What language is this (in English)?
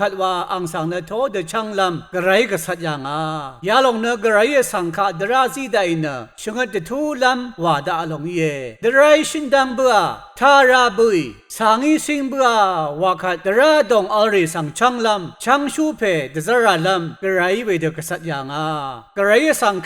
Rawang